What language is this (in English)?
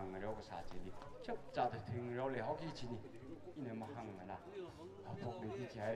Tangkhul Naga (India)